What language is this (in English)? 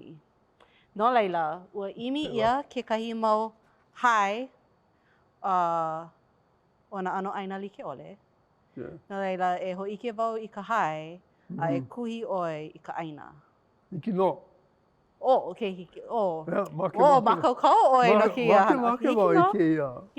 Hawaiian